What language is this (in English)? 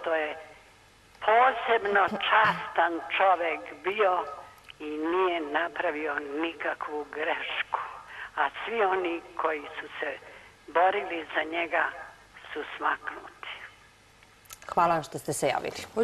Serbian